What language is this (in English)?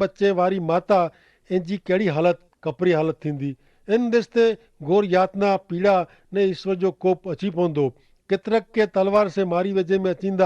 Kachhi